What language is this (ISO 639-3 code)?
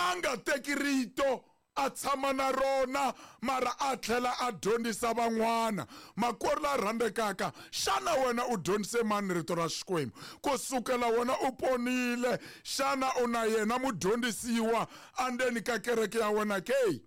tso